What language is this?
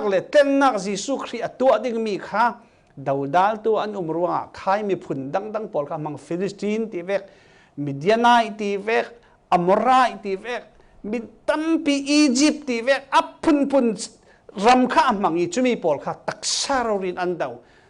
Falam Chin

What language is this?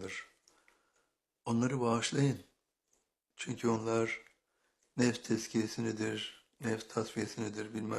Turkish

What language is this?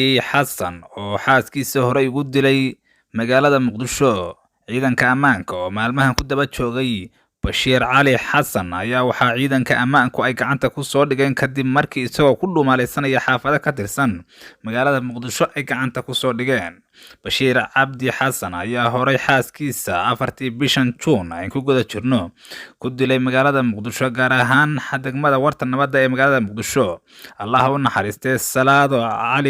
Somali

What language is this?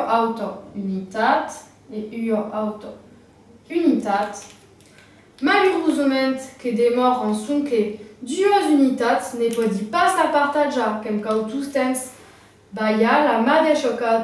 Occitan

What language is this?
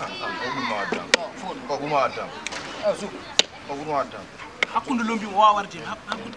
Fula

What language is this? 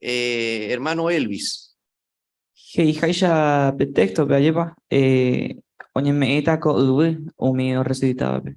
Guarani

